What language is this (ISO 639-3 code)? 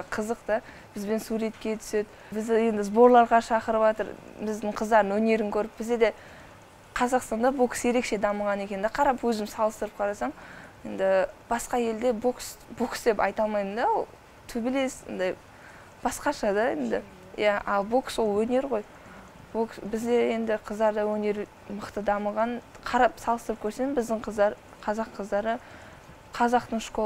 kaz